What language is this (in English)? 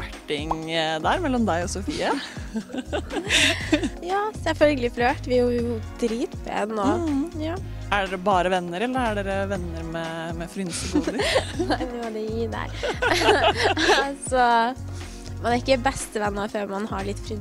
Norwegian